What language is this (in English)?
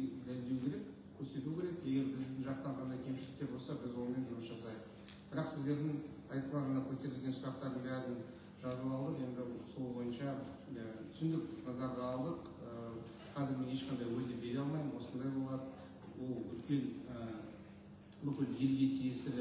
Kazakh